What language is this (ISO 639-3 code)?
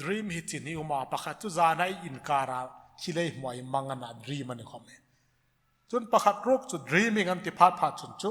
hmr